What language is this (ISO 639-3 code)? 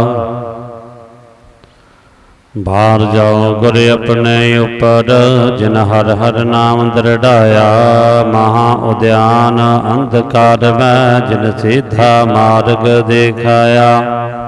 pan